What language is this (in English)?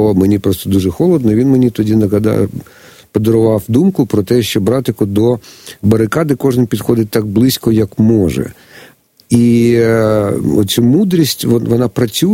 Ukrainian